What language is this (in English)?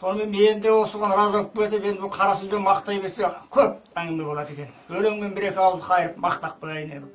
Kyrgyz